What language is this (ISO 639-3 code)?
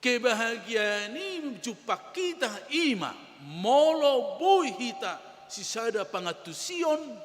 bbc